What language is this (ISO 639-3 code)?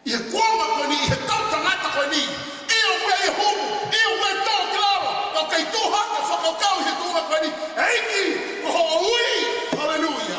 ton